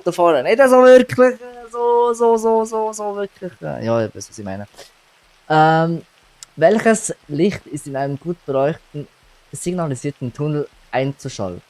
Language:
Swiss German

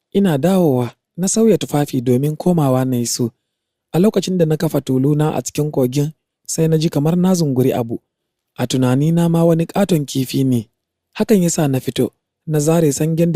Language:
Hausa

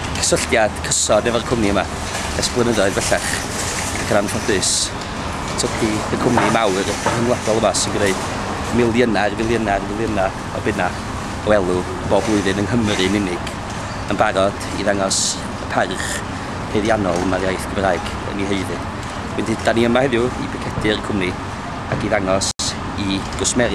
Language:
Welsh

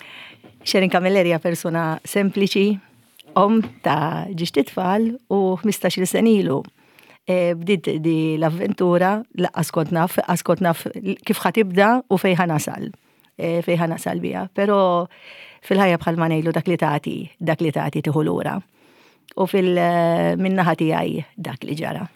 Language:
Maltese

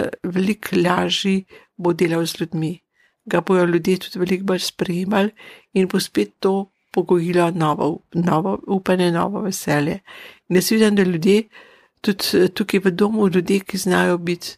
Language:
Slovenian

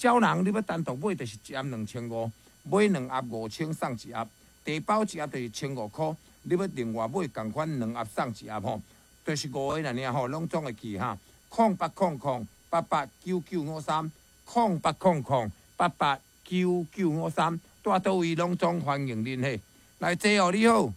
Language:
Min Nan Chinese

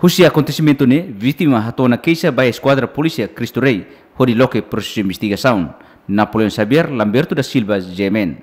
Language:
Tetum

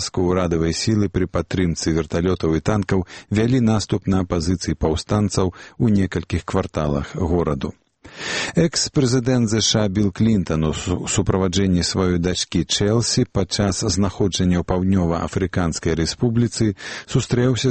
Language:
Belarusian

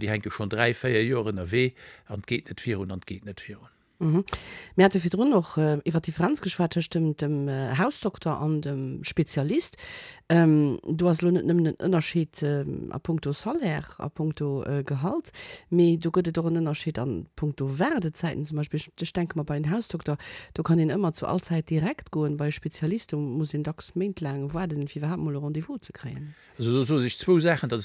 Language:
Luxembourgish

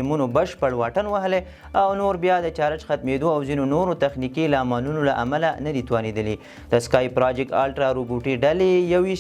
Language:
Pashto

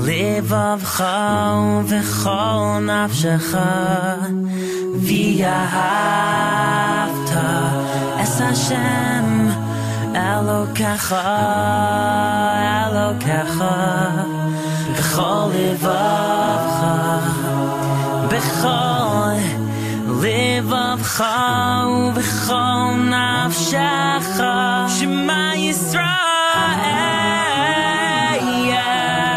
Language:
Hebrew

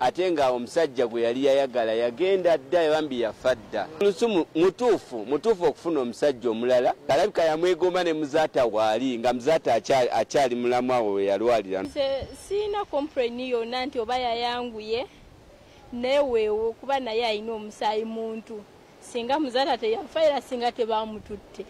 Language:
Ganda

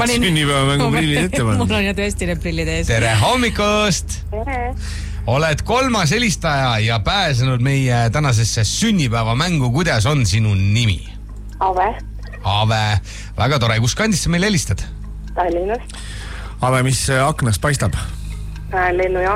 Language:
Estonian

